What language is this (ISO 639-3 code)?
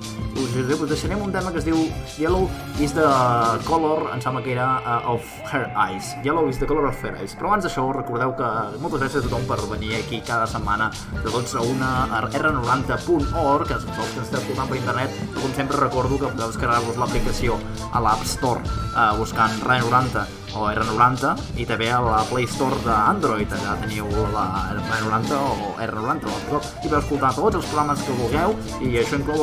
cat